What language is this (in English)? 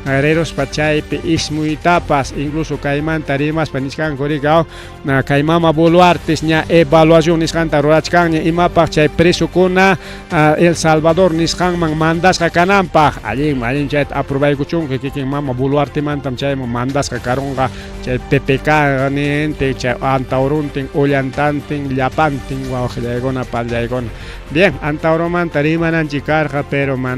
Ayacucho Quechua